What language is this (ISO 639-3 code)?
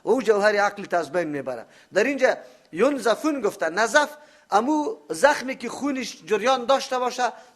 fas